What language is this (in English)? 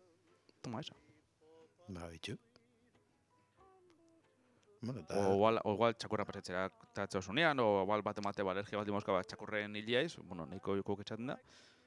Basque